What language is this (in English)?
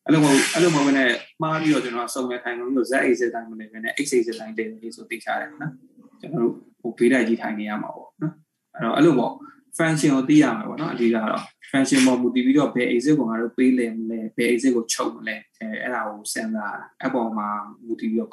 Burmese